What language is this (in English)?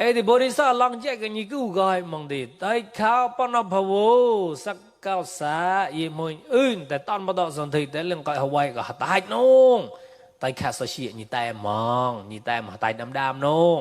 Mon